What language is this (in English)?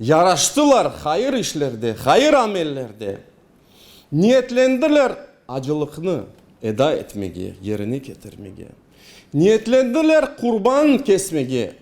Crimean Tatar